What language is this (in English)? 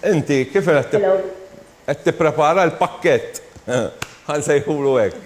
Maltese